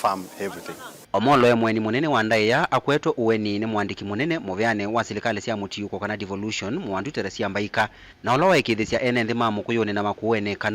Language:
Kamba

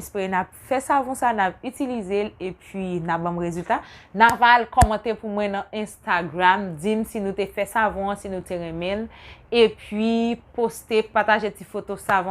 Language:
Haitian Creole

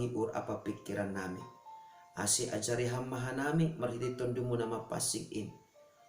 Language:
Batak Simalungun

